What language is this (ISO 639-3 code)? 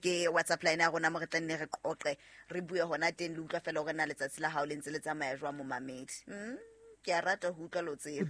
sot